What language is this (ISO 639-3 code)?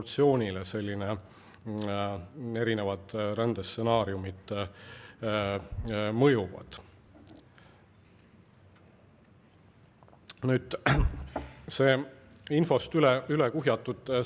est